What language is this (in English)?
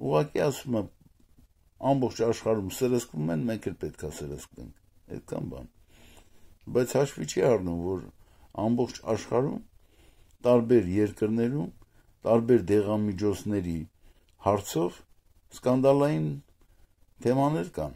Armenian